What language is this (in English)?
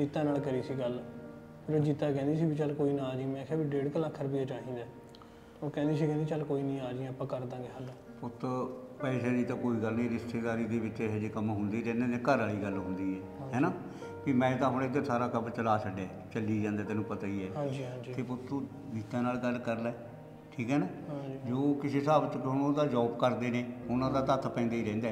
Punjabi